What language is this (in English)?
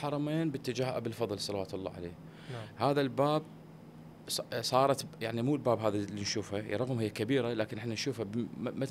Mesopotamian Arabic